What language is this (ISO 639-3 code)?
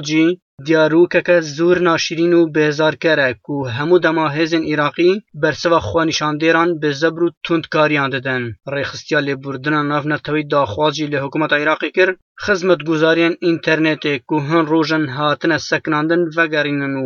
kur